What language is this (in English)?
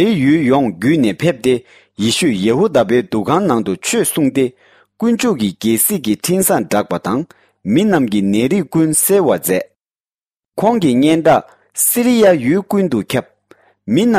Tibetan